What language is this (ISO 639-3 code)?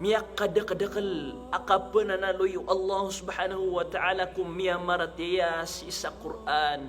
mrw